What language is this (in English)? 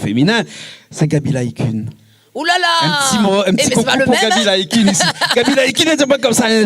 Réunion Creole French